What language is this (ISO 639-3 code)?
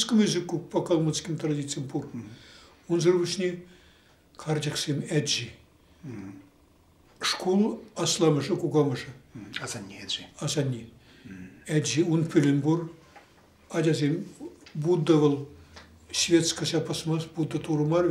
chv